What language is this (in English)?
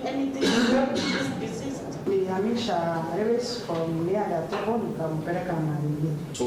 Meru